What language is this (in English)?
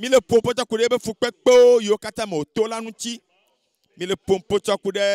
Ewe